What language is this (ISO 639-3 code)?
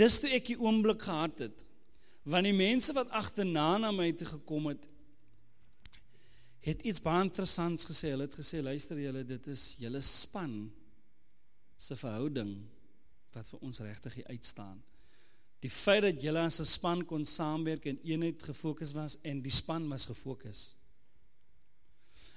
afr